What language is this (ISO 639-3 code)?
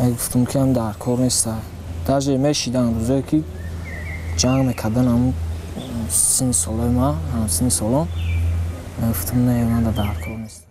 tgk